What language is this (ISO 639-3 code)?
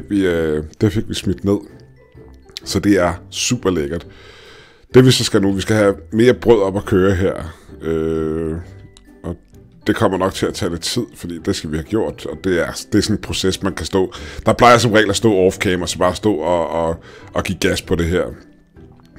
dan